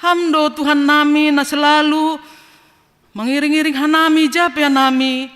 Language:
Batak Simalungun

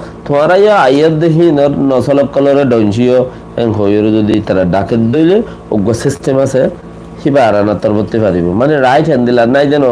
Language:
Rohingya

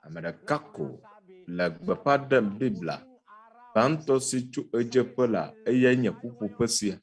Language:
Ewe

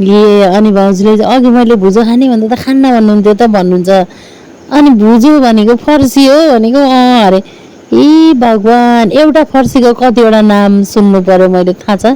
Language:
Nepali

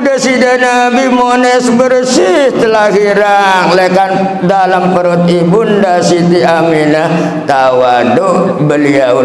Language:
Sasak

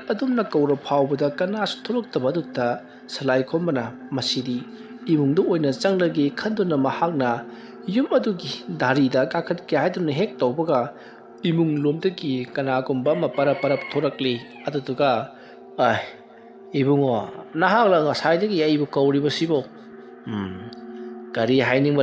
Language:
Manipuri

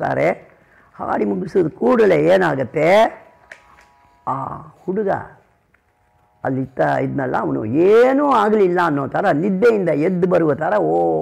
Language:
Kannada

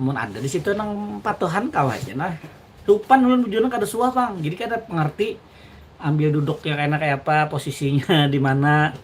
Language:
Banjar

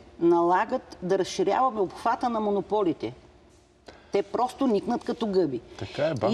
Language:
Bulgarian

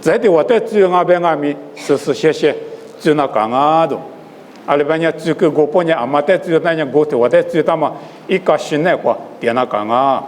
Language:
Lisu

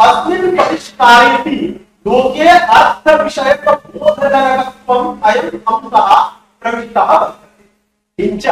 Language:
Sanskrit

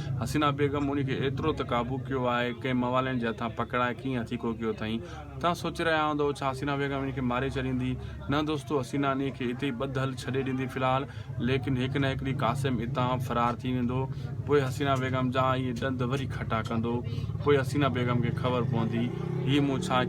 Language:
Sindhi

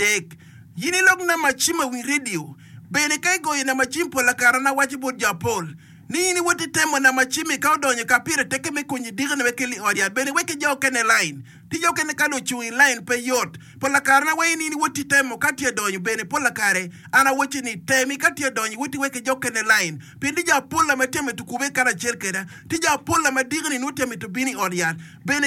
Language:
Acoli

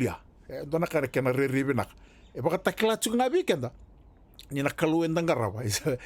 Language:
Fijian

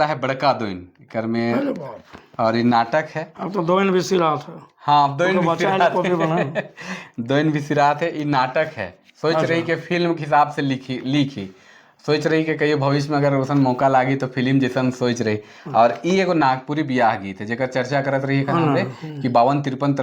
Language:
Sadri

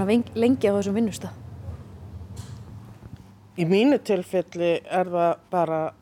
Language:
Icelandic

